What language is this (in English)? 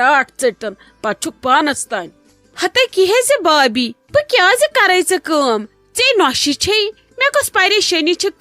Kashmiri